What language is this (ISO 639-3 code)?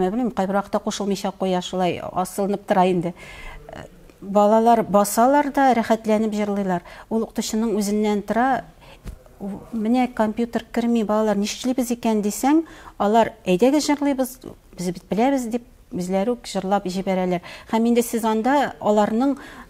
tat